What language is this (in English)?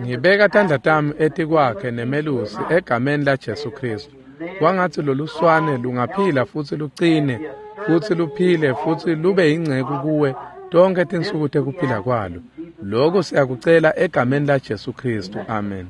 Swati